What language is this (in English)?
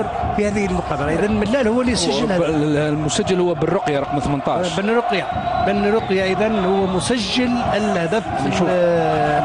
Arabic